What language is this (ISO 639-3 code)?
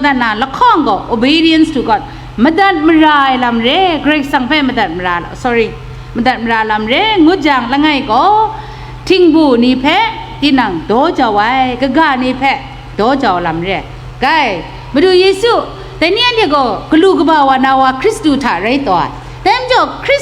kac